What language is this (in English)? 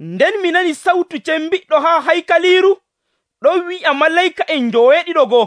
Nigerian Fulfulde